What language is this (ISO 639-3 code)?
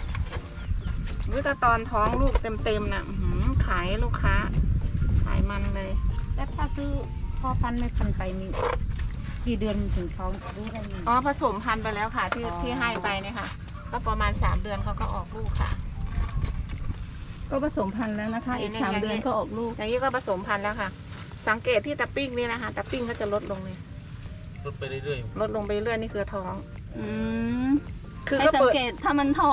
tha